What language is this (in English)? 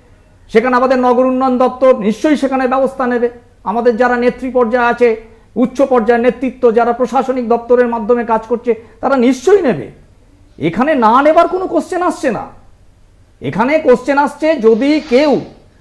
Bangla